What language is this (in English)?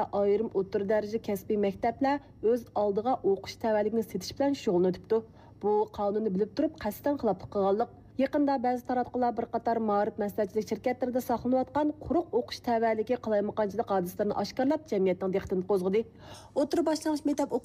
Uyghur